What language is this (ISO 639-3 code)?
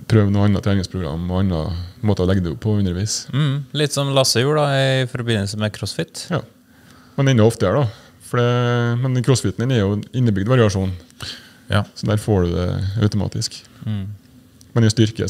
nor